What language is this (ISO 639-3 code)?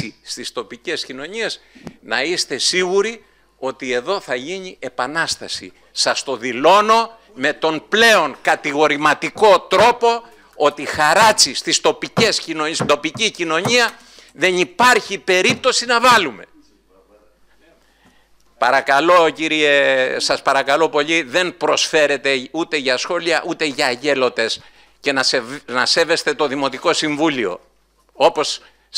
ell